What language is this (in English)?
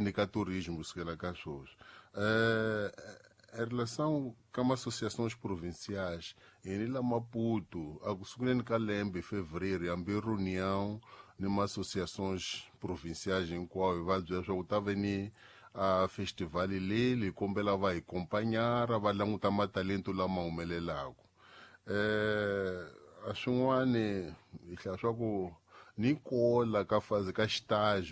Tsonga